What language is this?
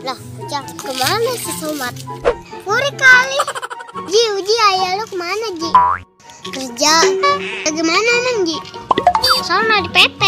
Betawi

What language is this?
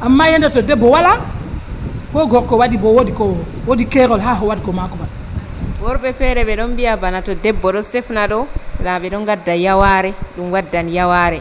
Nigerian Fulfulde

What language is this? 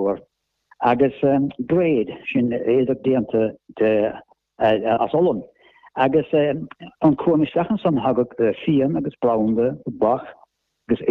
Irish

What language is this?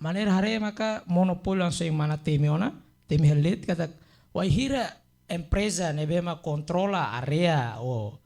Tetum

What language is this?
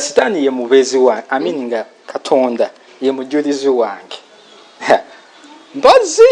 Ganda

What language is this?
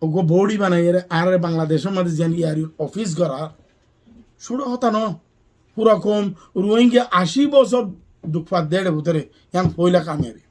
Rohingya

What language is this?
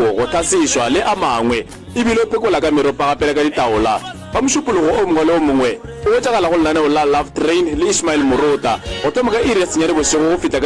Northern Sotho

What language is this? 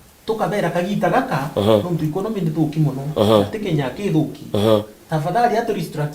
Meru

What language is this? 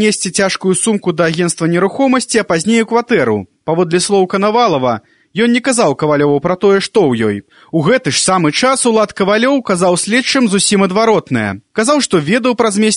Belarusian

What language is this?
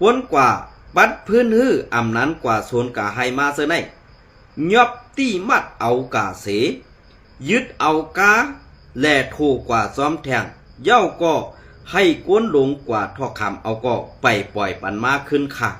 Shan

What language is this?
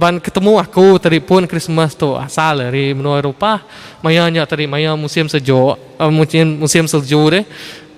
Iban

